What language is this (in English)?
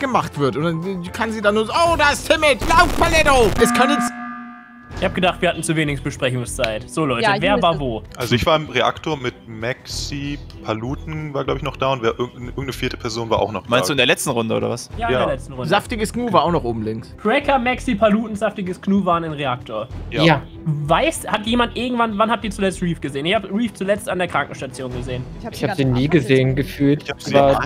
German